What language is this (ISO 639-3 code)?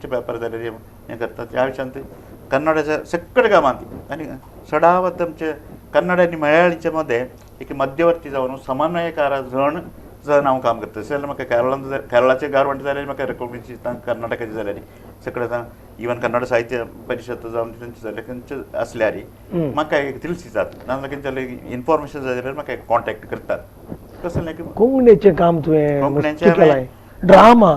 kok